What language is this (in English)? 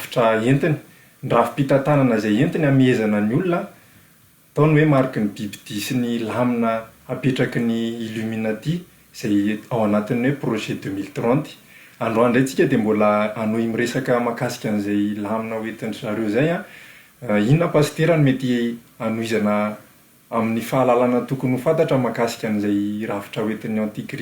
Malagasy